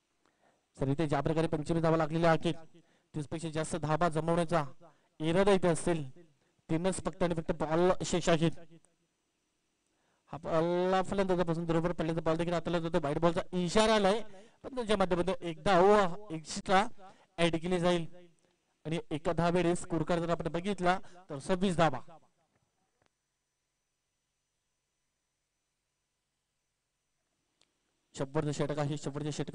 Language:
Marathi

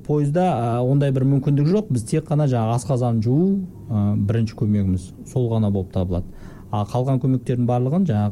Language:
Kazakh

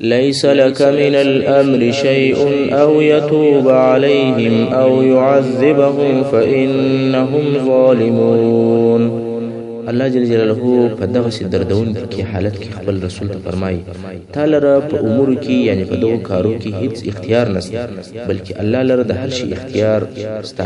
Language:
Pashto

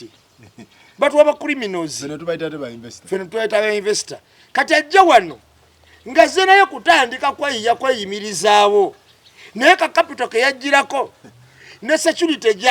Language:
Ganda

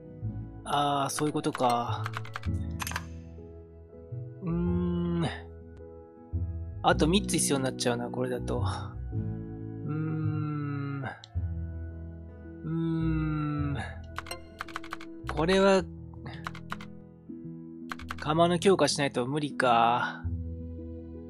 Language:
Japanese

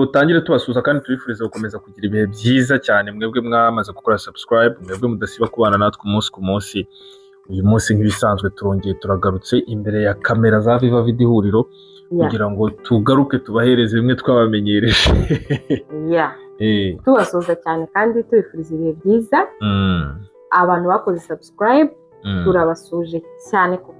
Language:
Kinyarwanda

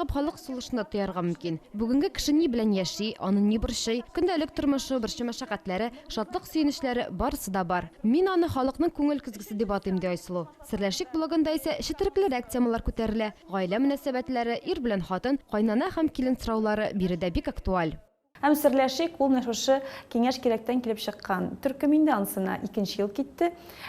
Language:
Tatar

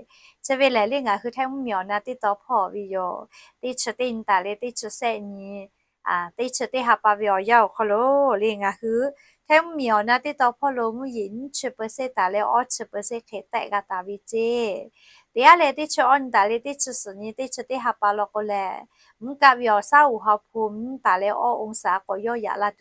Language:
Lahu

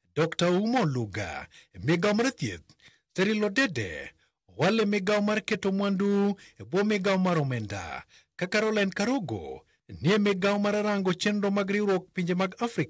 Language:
Luo (Kenya and Tanzania)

